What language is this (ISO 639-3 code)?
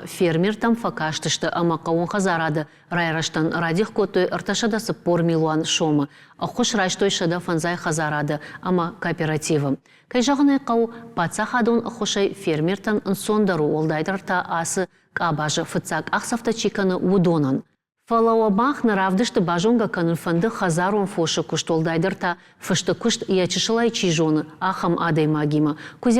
oss